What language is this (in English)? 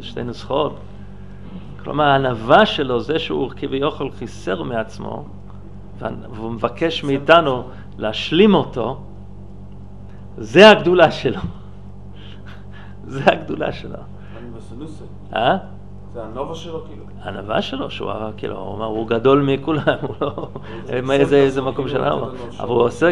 Hebrew